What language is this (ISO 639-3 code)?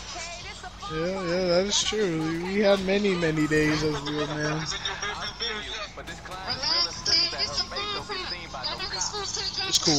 eng